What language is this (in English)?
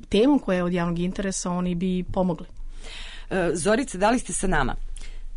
Serbian